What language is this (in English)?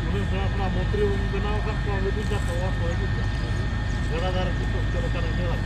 Santali